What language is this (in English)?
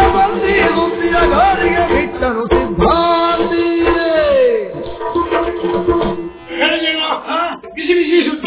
Kannada